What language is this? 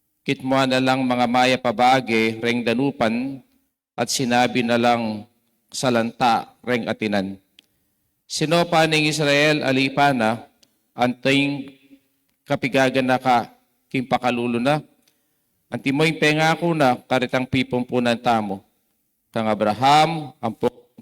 Pampanga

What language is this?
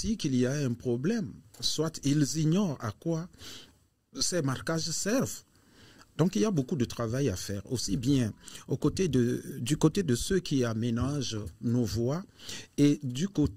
French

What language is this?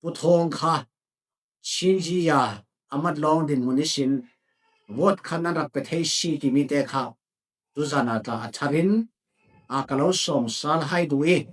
Falam Chin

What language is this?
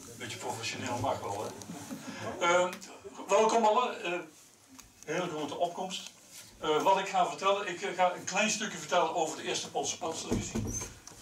Dutch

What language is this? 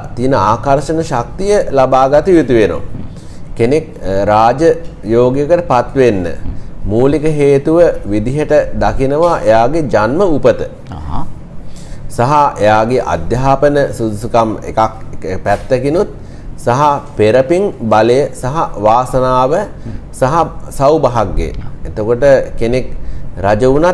Sinhala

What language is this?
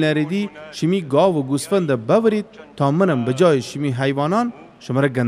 Gilaki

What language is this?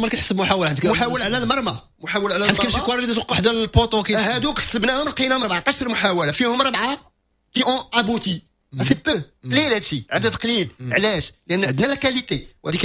Moroccan Arabic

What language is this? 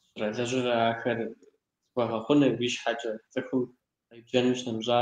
Kabardian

